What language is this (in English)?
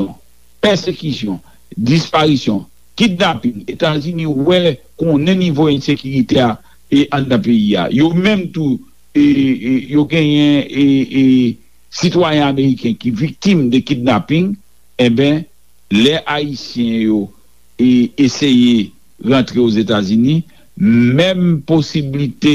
Haitian Creole